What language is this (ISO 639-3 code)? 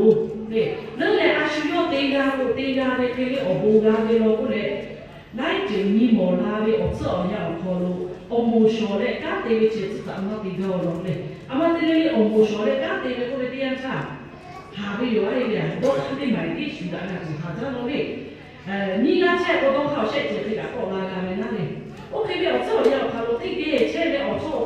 lhu